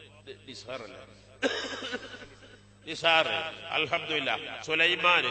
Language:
Malayalam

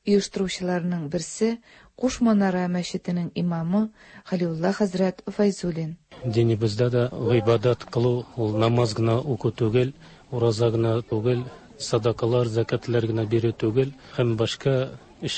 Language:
Tatar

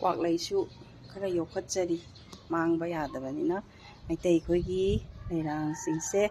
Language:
Manipuri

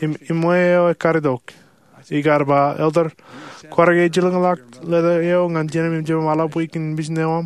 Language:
Marshallese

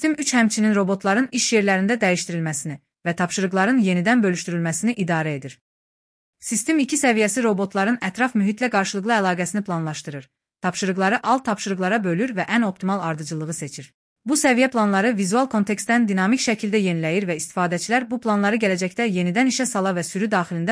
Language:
Azerbaijani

